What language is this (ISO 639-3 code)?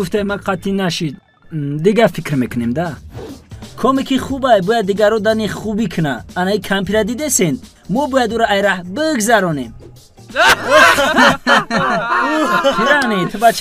tgk